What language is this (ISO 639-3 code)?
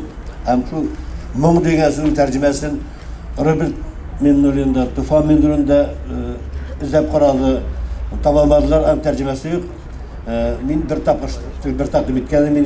tat